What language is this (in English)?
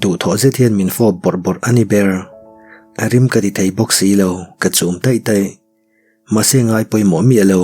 Mizo